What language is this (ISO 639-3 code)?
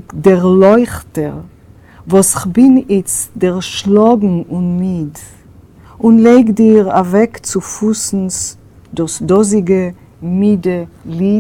yid